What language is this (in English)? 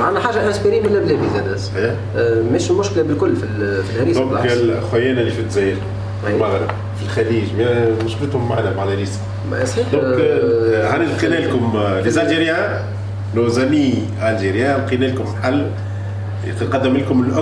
Tunisian Arabic